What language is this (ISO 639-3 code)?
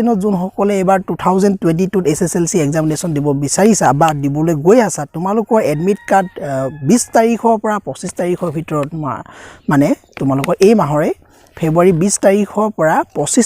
asm